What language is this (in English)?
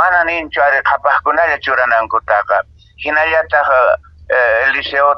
Quechua